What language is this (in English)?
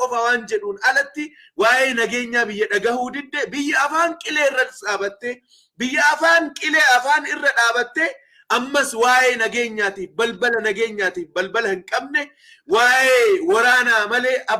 Oromo